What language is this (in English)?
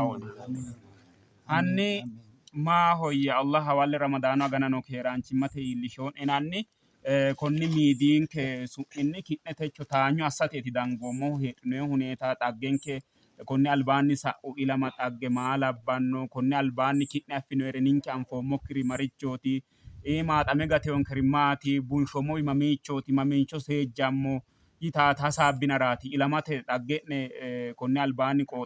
Sidamo